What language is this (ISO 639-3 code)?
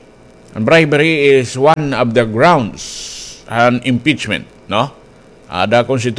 war